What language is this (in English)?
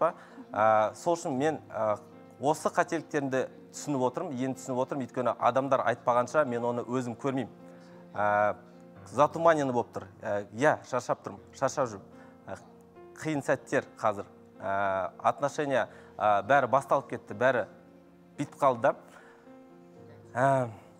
Kazakh